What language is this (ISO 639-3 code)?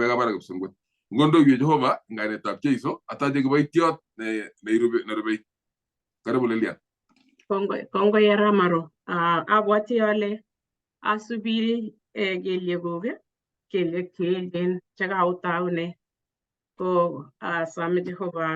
kln